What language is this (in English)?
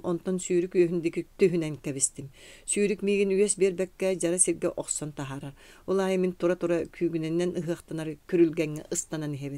Yakut